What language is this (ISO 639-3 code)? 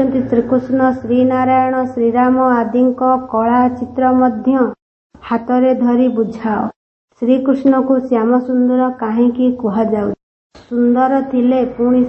ori